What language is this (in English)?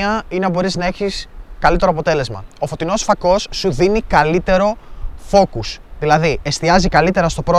Greek